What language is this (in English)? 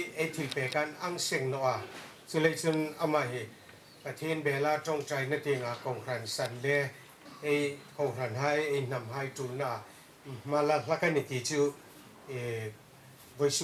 Hmar